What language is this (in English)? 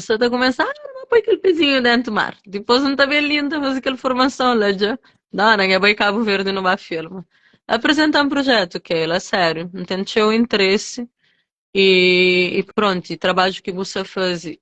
Kabuverdianu